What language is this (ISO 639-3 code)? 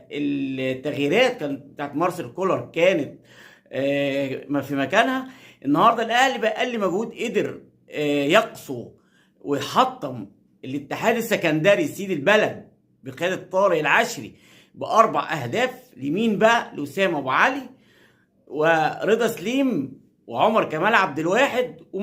arz